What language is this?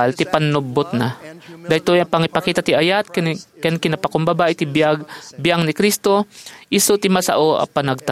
Iloko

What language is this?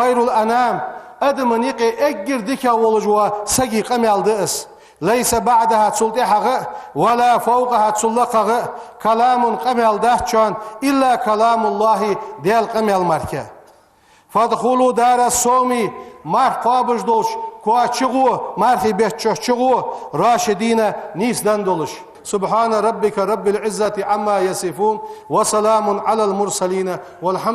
Ingush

